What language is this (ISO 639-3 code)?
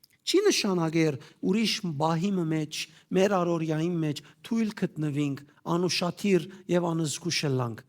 hyw